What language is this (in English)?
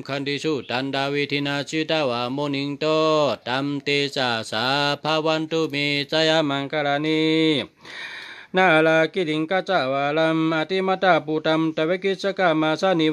Shan